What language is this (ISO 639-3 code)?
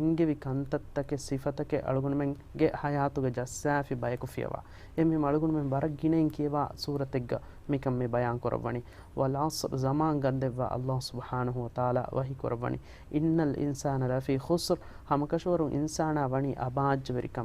div